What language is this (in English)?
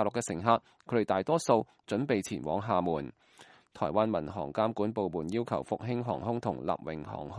Cantonese